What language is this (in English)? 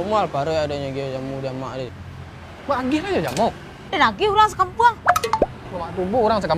Minangkabau